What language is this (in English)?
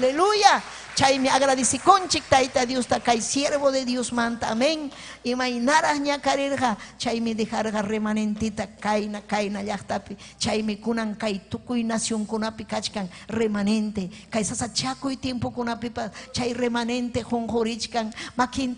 Ayacucho Quechua